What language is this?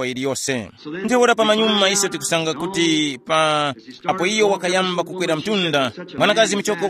Tumbuka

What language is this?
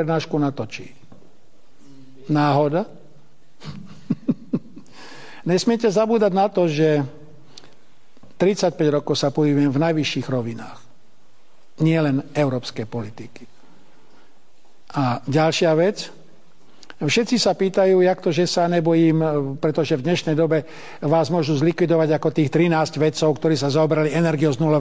Slovak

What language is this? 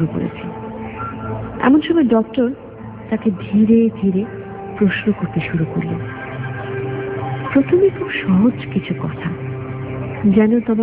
Bangla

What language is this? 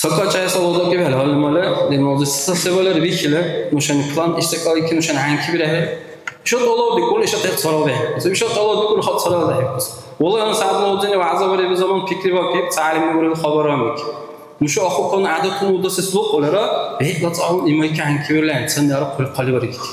Dargwa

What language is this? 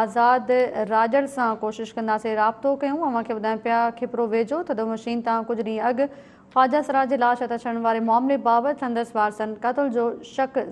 Sindhi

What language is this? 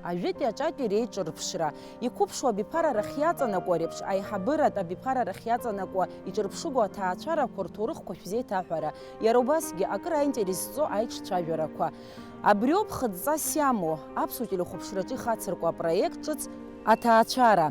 Abkhazian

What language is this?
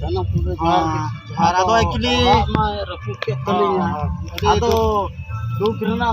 Santali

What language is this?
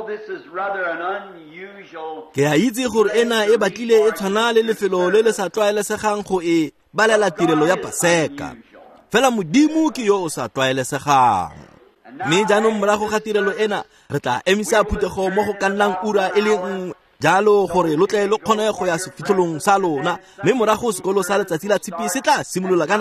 Tswana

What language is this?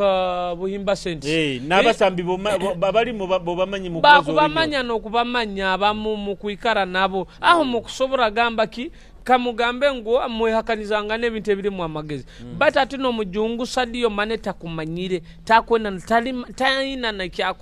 Nyoro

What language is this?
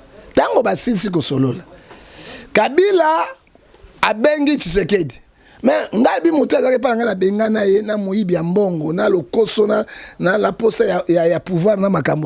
Lingala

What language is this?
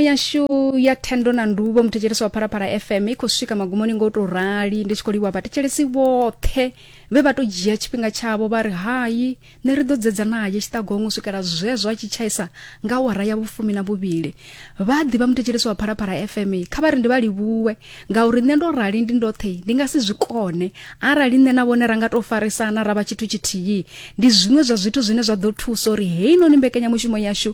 Venda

